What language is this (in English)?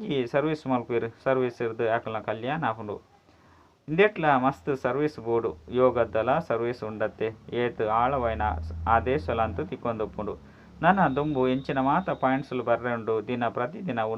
Tulu